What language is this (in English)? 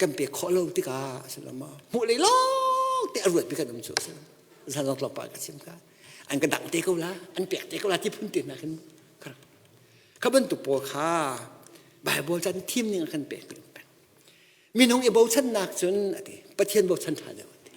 Hakha Chin